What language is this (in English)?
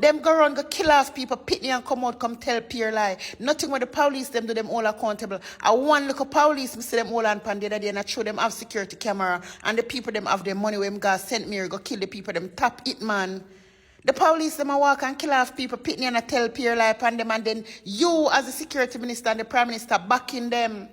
Jamaican Creole English